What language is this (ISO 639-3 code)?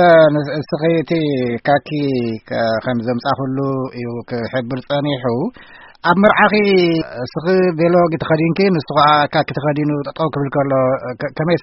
tir